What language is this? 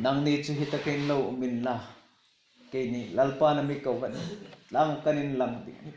Hmar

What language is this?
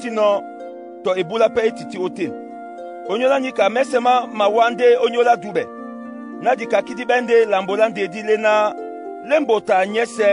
Duala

